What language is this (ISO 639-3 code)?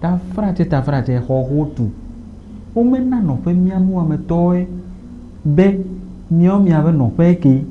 ewe